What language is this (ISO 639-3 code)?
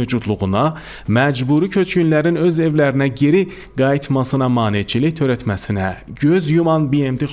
aze